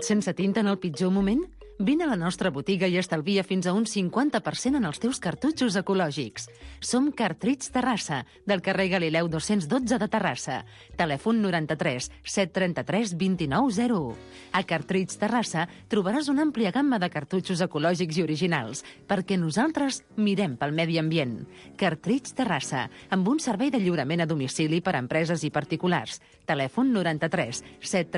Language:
Catalan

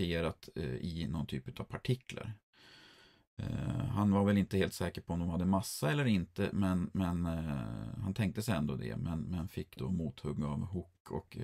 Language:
Swedish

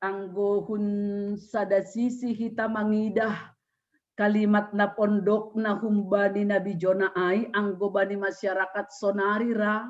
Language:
Batak Simalungun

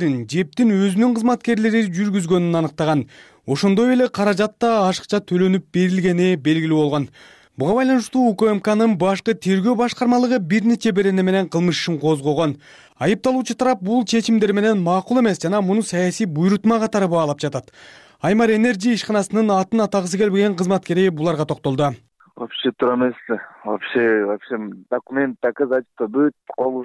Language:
Kyrgyz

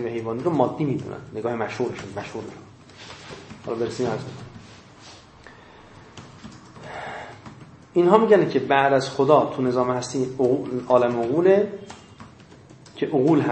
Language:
Persian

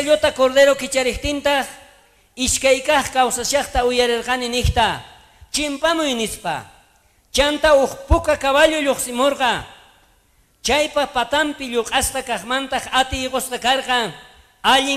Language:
South Bolivian Quechua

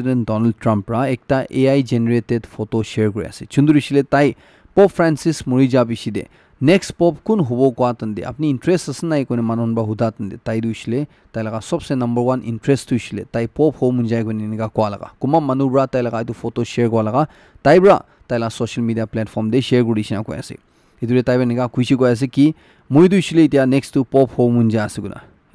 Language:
Naga Pidgin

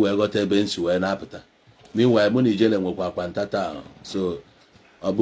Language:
Igbo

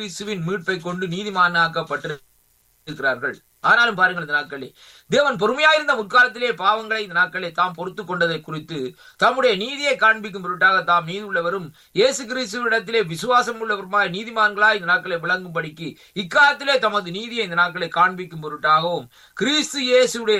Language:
Tamil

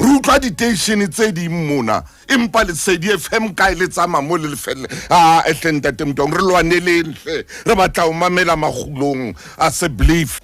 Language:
Southern Sotho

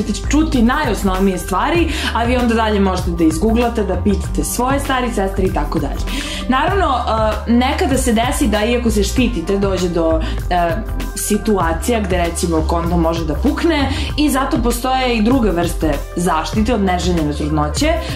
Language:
Serbian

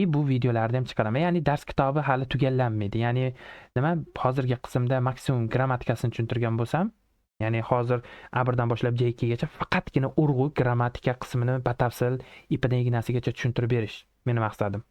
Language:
Uzbek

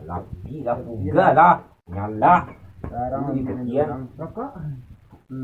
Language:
Minangkabau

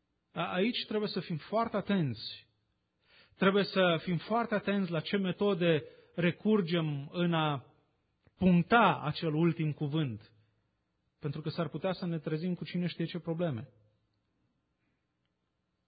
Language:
Romanian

